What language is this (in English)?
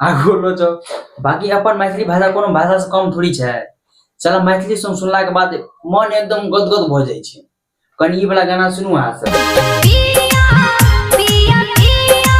Maithili